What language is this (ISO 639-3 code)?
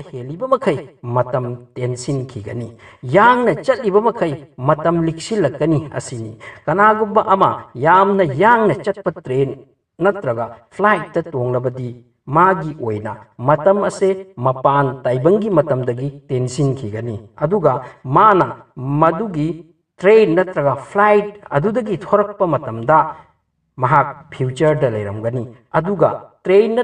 mni